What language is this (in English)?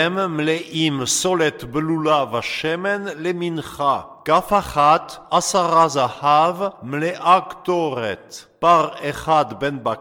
Hebrew